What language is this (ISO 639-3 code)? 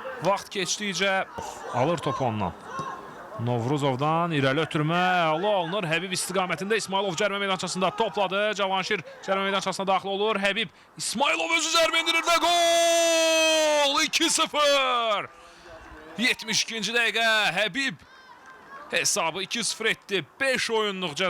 aze